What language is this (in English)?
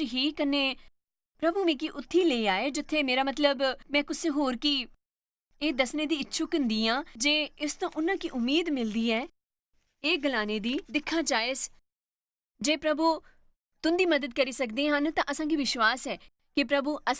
Dogri